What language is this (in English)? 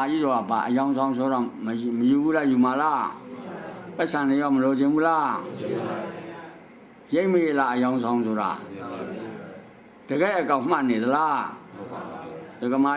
Burmese